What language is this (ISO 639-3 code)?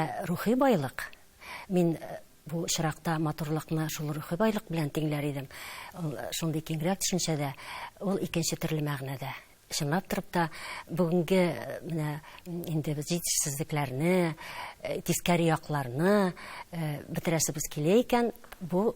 tat